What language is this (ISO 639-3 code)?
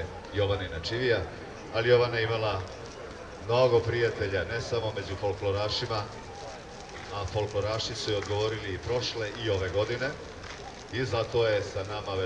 srp